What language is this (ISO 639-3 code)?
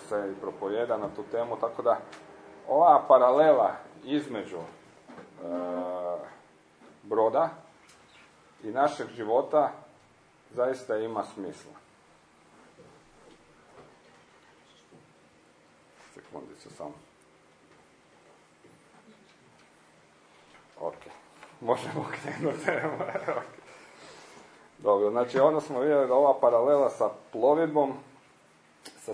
hrv